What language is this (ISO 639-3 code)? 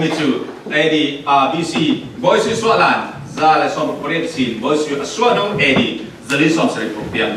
cfm